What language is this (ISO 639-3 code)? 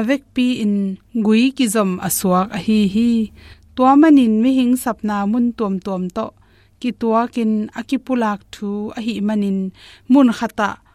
ctd